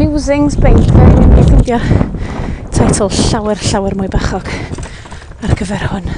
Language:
Welsh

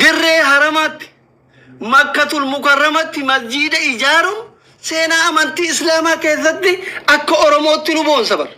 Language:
Oromo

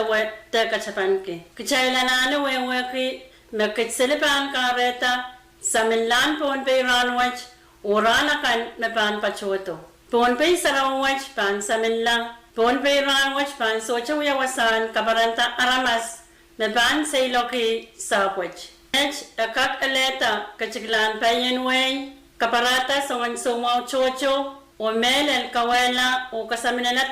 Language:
Pohnpeian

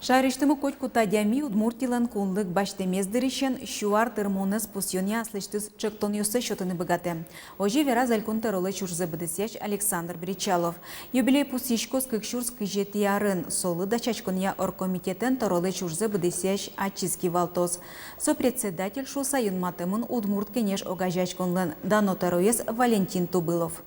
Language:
Udmurt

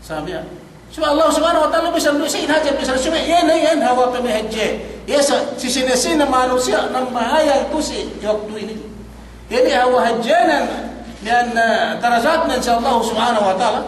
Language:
Yakan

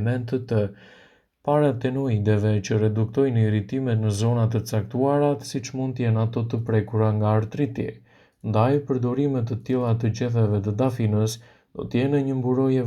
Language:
Albanian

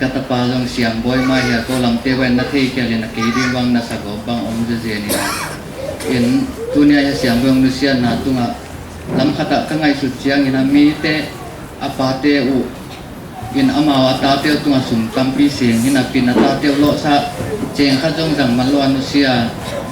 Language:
Paite Chin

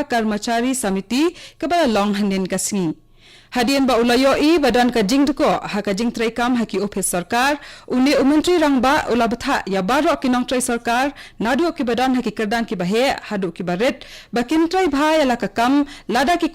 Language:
Khasi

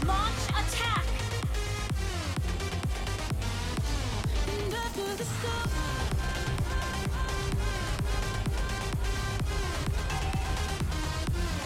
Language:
English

